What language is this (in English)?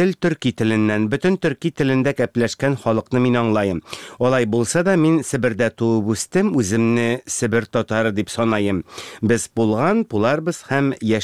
Tatar